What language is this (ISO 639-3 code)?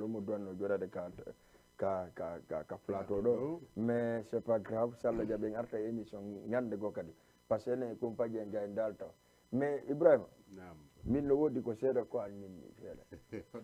ful